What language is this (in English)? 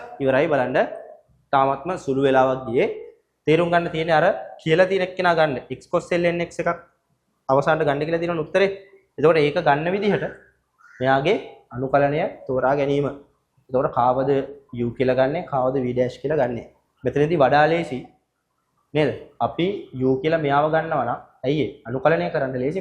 Sinhala